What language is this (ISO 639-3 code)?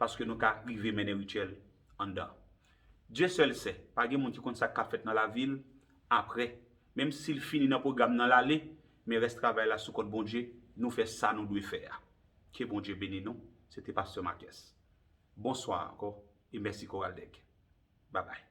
hat